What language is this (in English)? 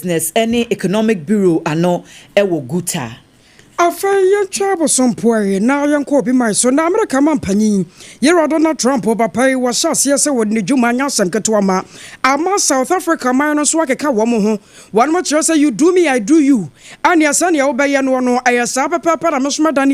Akan